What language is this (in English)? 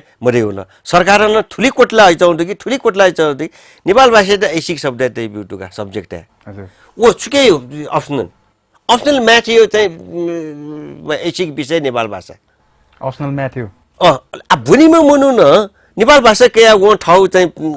Newari